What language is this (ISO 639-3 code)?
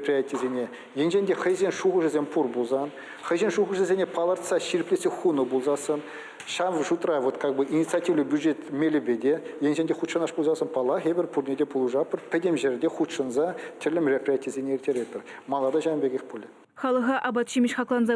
chv